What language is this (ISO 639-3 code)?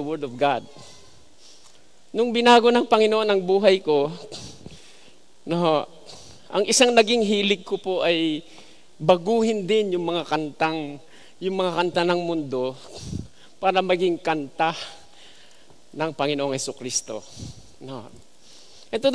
fil